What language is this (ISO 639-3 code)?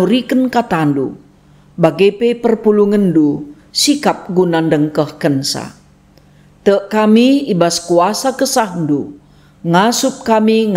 btx